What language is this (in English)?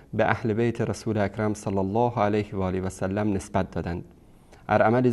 Persian